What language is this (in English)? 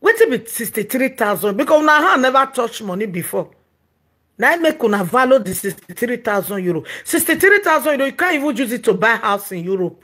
Nigerian Pidgin